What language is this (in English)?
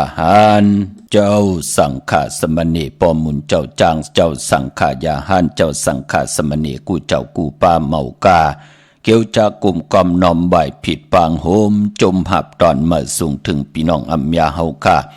Shan